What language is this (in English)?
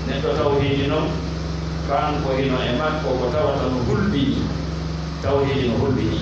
Pular